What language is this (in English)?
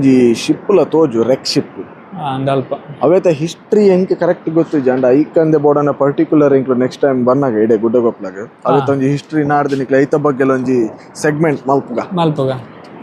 Tulu